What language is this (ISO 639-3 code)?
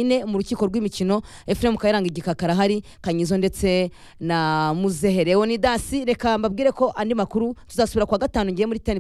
kin